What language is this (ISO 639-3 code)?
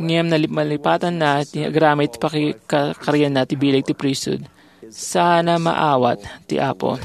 ilo